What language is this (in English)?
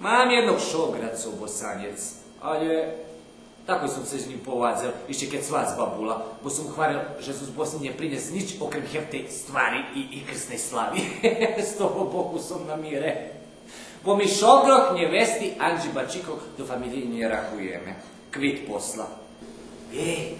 Rusyn